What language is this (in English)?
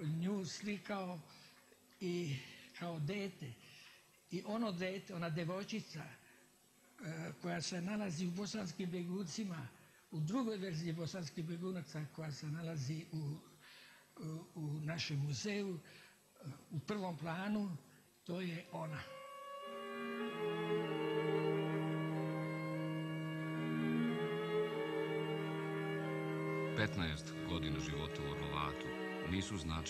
Serbian